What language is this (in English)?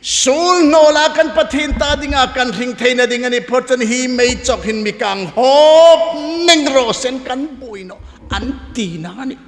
Hmar